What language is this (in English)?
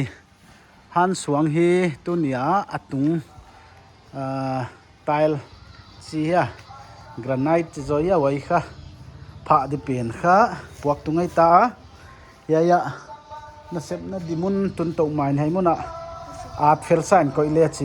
Paite Chin